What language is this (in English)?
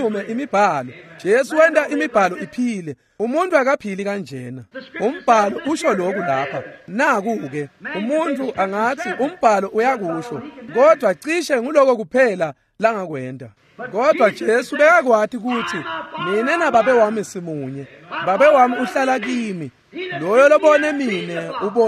Swati